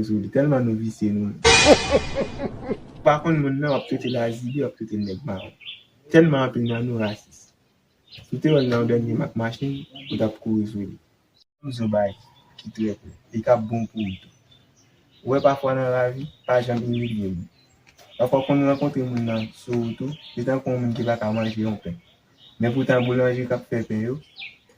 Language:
Haitian Creole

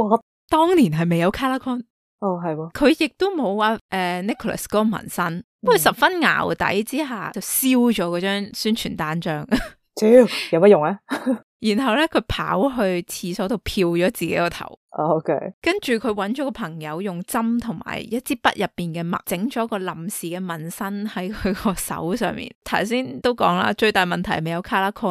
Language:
Cantonese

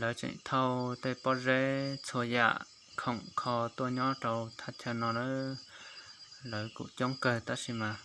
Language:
Hmong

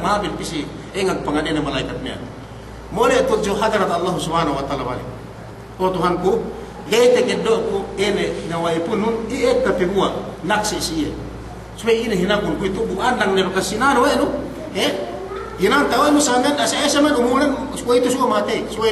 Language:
Yakan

